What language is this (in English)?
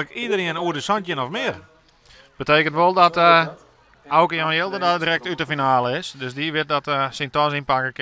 Western Frisian